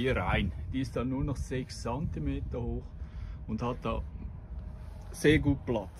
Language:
German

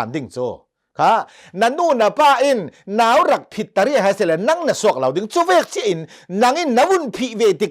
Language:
Hakha Chin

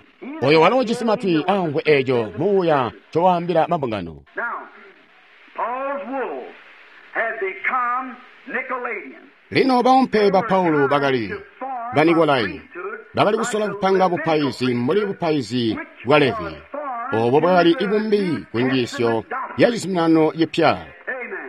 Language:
Tonga (Zambia)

